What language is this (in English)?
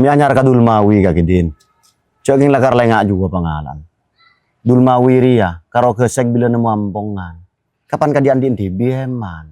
Madurese